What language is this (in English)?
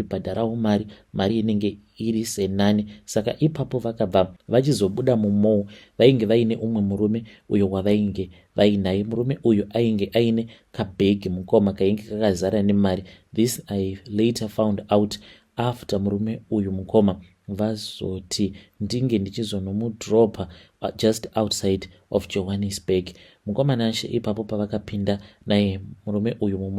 Shona